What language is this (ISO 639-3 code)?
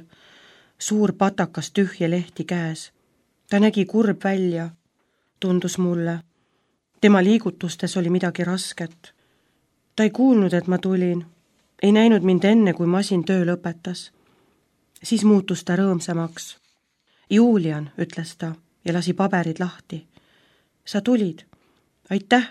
est